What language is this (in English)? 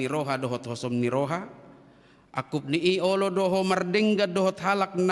Batak Toba